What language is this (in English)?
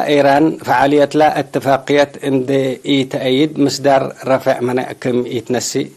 Tigre